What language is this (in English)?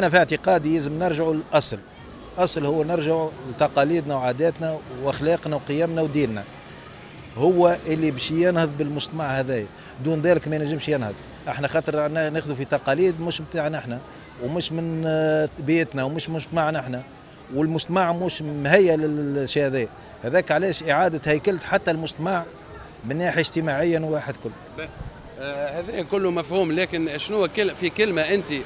Tunisian Arabic